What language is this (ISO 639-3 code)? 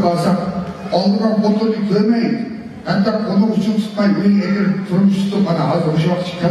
uig